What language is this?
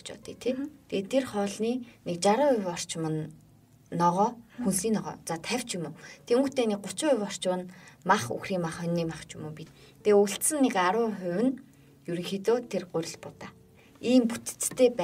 Mongolian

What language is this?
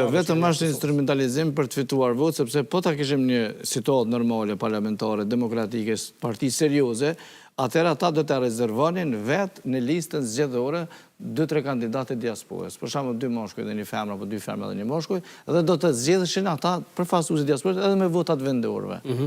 Albanian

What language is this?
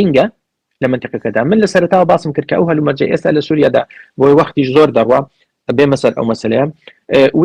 Central Kurdish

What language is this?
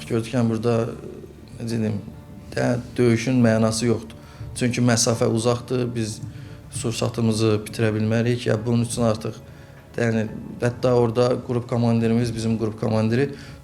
Azerbaijani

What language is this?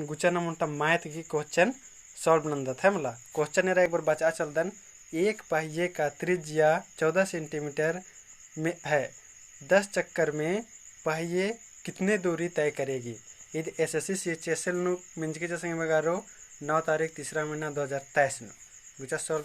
Kurukh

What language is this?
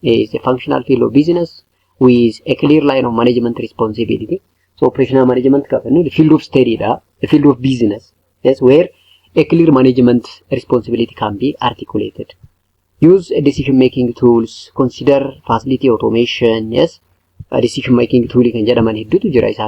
Oromo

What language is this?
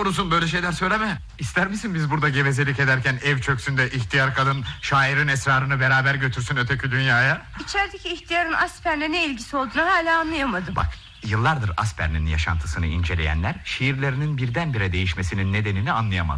Turkish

